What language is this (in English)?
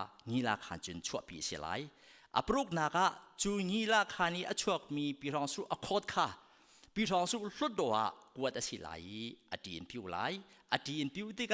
Hakha Chin